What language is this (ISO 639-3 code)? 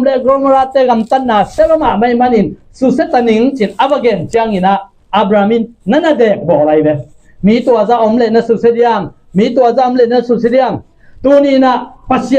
ctd